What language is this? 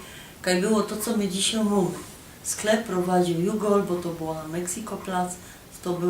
Silesian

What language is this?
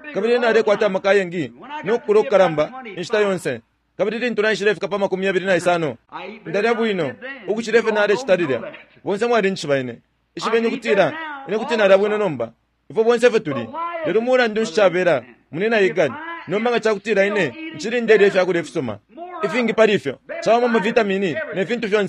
Bemba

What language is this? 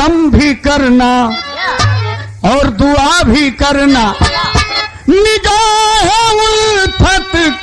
Bhojpuri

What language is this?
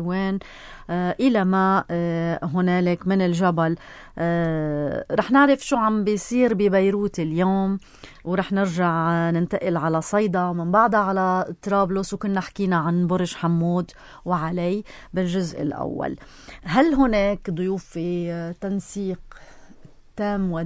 North Levantine Arabic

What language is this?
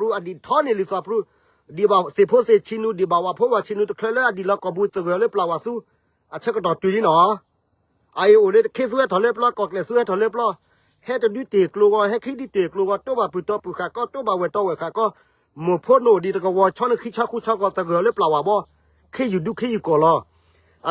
S'gaw Karen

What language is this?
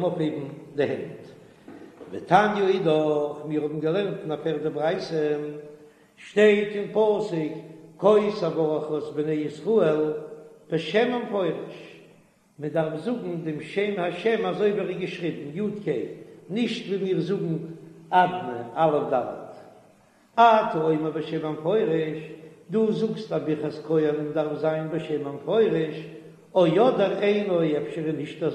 Yiddish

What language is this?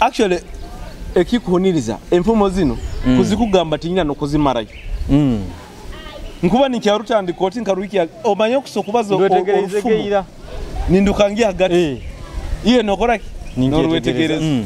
Nyoro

